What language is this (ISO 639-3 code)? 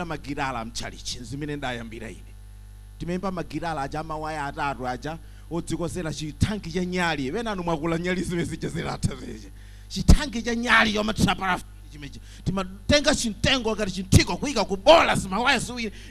nya